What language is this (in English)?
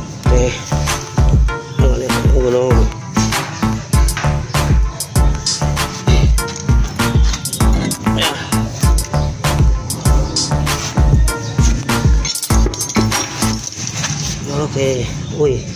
Filipino